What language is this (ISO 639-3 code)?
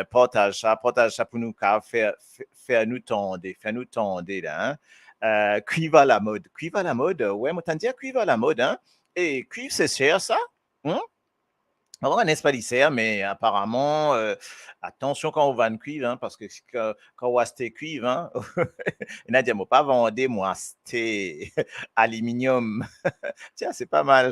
mfe